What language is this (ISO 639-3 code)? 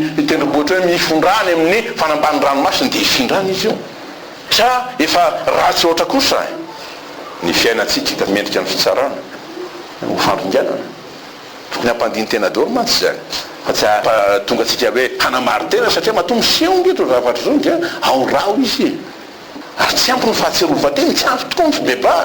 mlg